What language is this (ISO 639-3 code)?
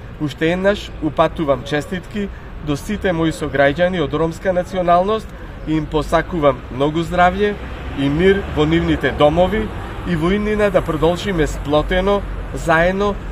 mkd